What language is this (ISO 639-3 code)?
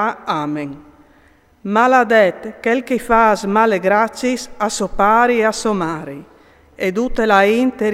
fur